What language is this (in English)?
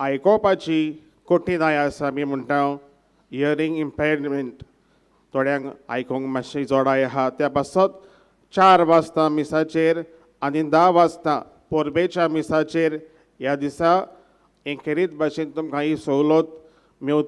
Konkani